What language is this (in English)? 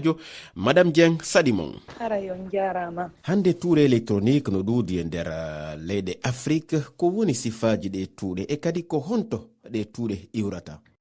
Fula